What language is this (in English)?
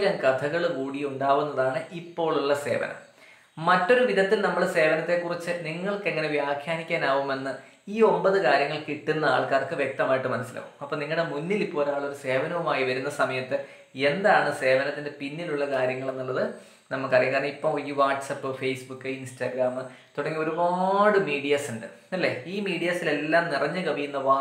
Malayalam